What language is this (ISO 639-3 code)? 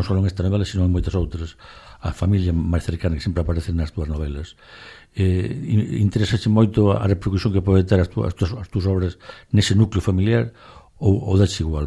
glg